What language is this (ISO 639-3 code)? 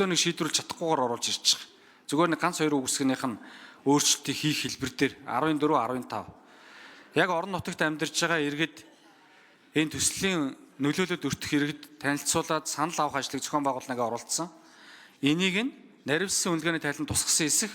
mon